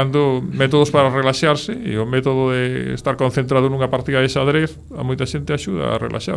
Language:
Galician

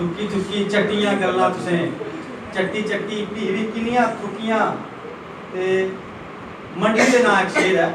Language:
Dogri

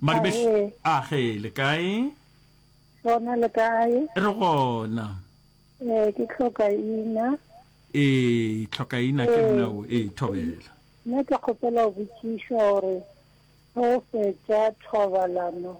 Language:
Northern Sotho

